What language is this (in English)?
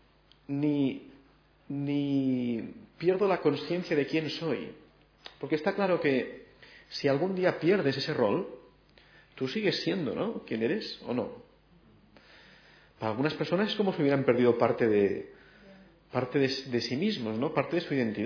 Spanish